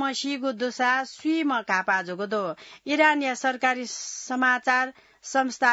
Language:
Newari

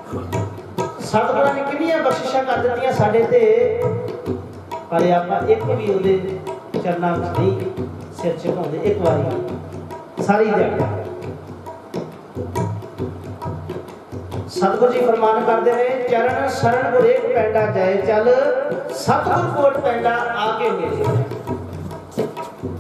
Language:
Punjabi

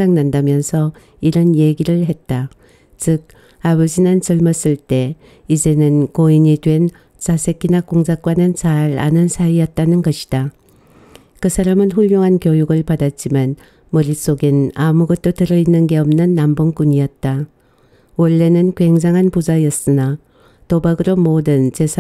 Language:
Korean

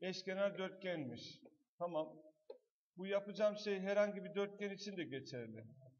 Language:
Turkish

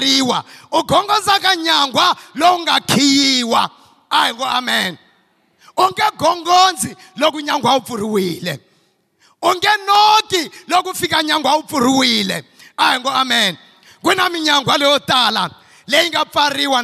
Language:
Tsonga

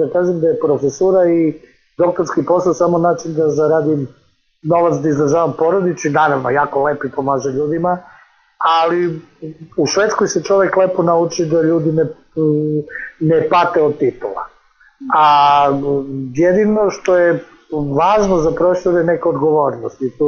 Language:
Serbian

